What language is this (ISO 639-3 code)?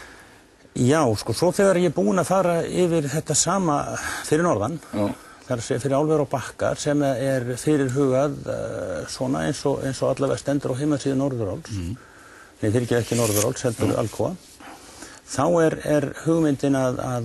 isl